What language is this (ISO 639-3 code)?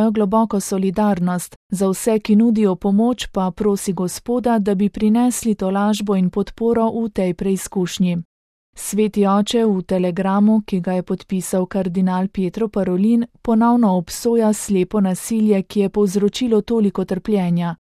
slv